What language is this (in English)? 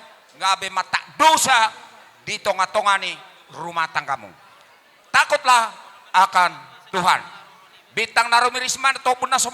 Batak Toba